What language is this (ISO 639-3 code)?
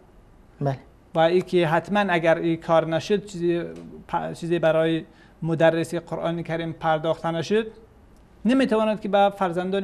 fas